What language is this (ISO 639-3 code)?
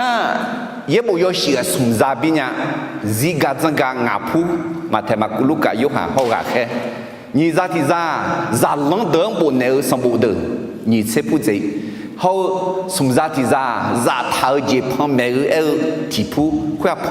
ahk